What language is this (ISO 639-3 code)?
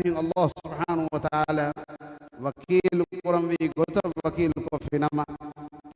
div